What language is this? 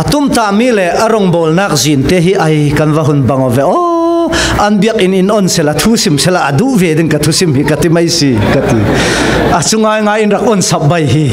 Falam Chin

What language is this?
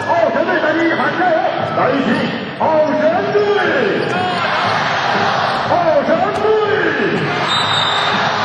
Chinese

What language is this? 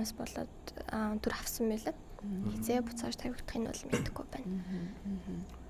Mongolian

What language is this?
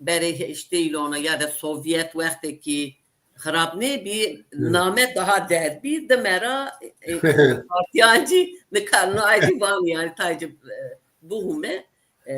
Zaza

